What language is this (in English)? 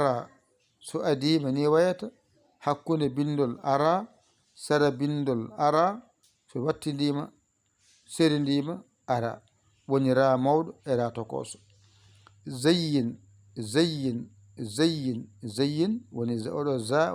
Fula